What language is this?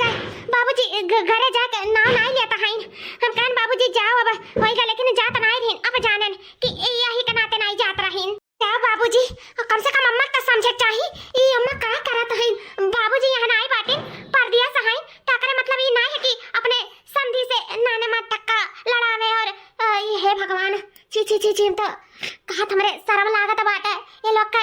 Awadhi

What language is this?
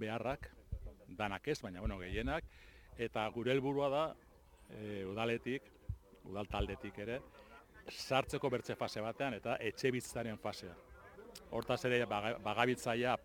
Basque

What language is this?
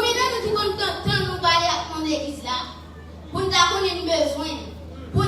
Haitian Creole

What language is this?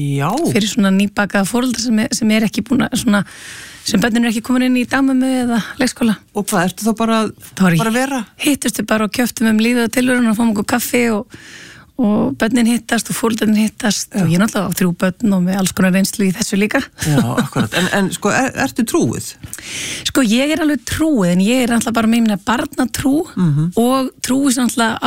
Icelandic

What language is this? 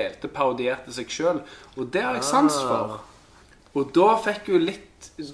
Norwegian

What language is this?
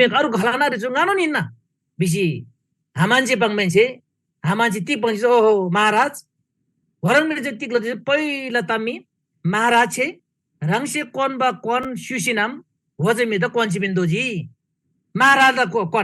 Eastern Tamang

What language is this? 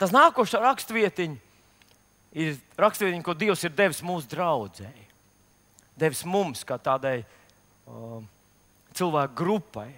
Latvian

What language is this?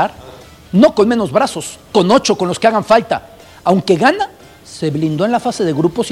Spanish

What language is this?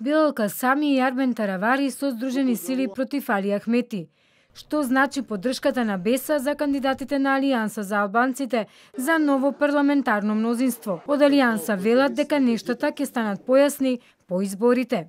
Macedonian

